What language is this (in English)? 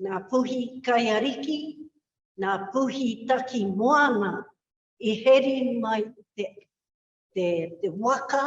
Māori